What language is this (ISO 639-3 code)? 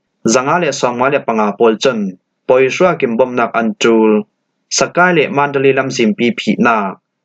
cfm